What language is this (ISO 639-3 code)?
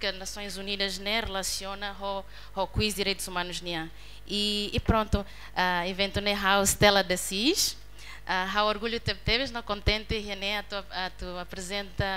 tet